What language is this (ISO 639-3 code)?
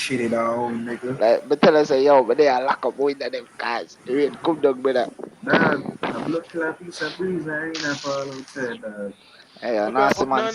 jam